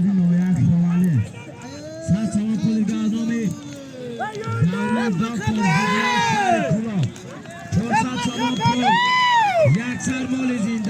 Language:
Tajik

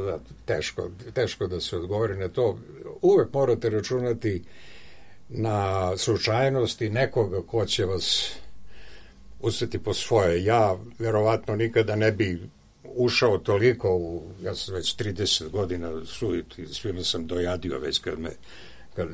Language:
Serbian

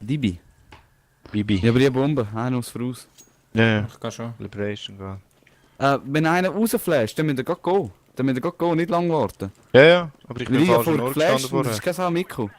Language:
Swiss German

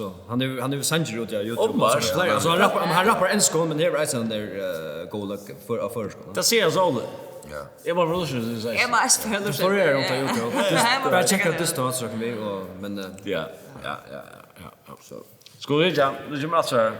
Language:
Faroese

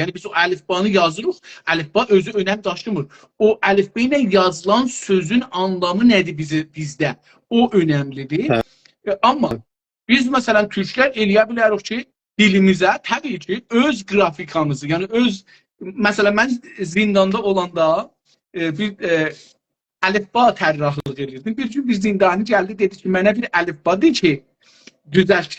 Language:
South Azerbaijani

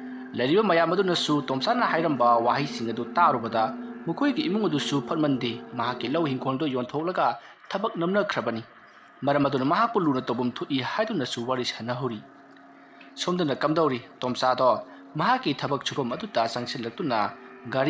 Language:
Manipuri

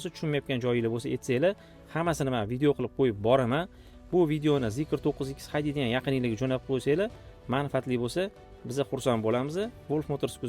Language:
Uzbek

